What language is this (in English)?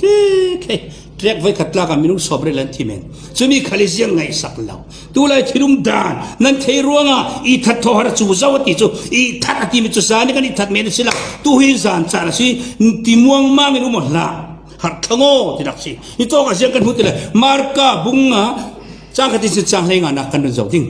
Falam Chin